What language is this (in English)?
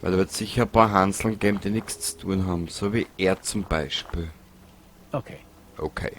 Bavarian